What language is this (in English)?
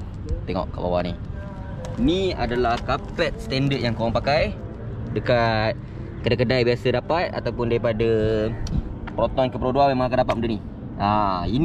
Malay